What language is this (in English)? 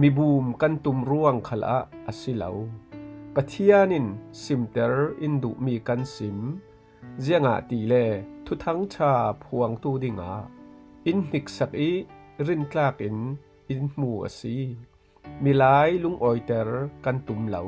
Falam Chin